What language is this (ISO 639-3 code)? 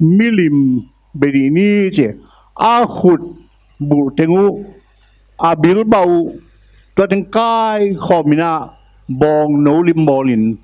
ctd